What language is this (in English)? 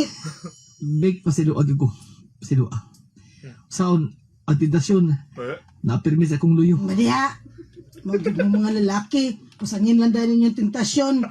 Cebuano